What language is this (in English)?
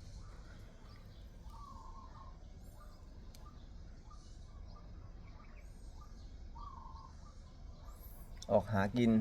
Northeastern Thai